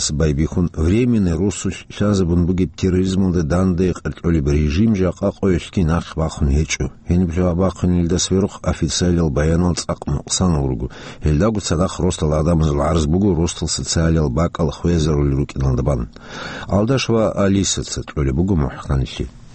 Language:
Avaric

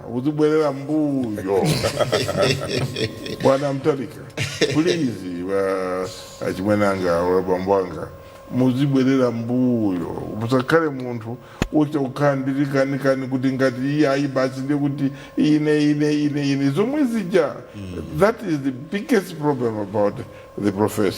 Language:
Nyanja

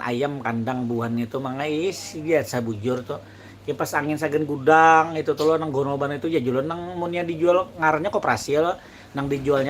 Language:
Banjar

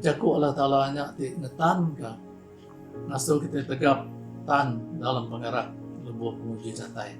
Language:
Iban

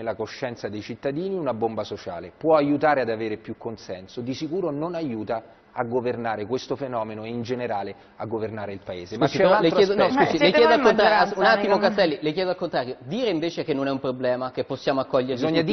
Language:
Italian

